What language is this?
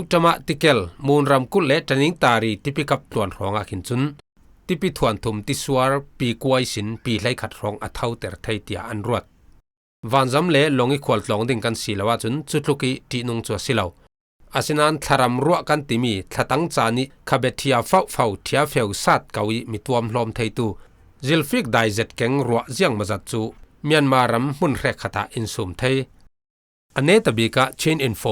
Falam Chin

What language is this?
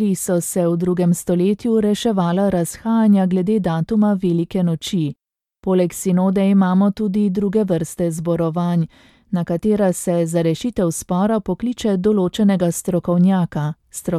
Slovenian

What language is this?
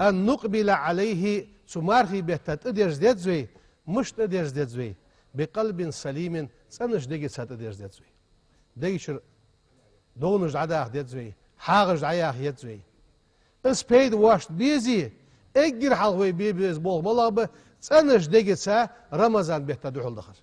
Ingush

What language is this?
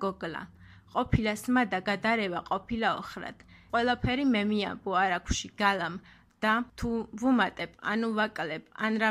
Georgian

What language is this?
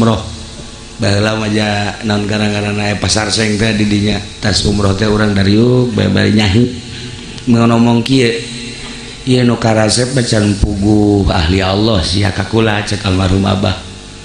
Sundanese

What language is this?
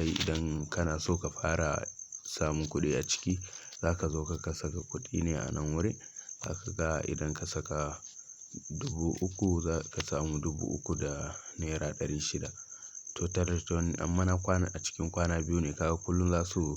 Hausa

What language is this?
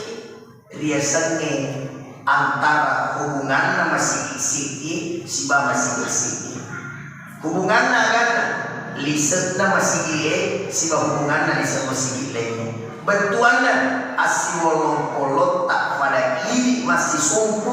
Buginese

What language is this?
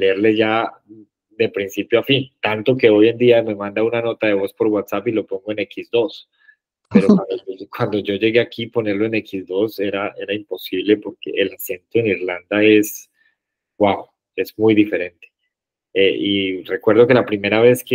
Spanish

